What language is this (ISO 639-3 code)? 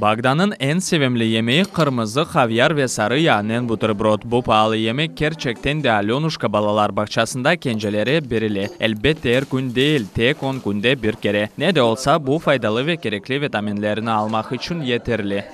crh